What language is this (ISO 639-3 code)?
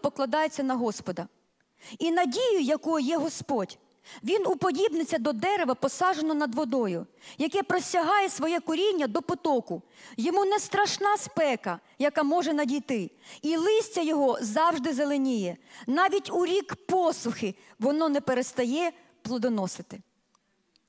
ukr